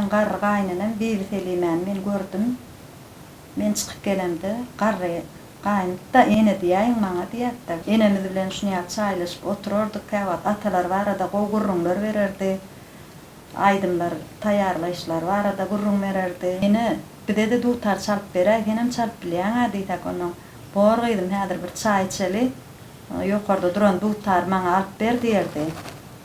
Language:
Turkmen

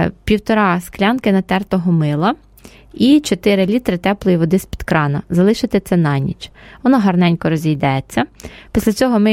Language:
Ukrainian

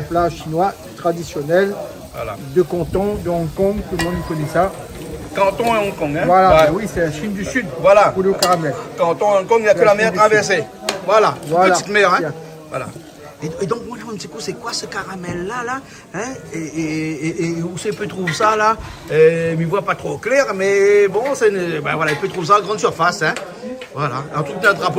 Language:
Réunion Creole French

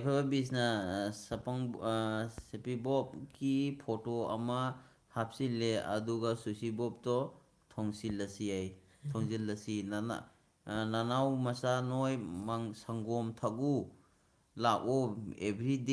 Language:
Manipuri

